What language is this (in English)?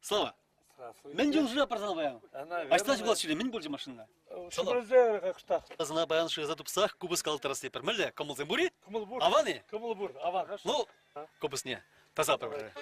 Chuvash